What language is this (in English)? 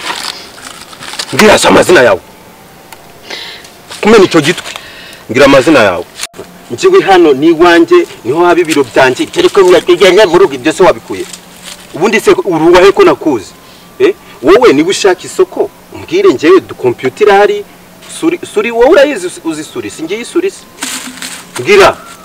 Kinyarwanda